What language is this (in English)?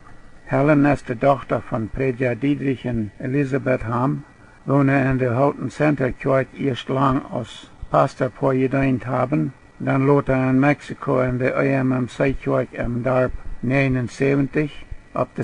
Plautdietsch